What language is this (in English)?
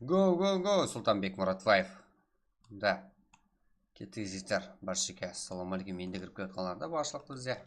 Kara-Kalpak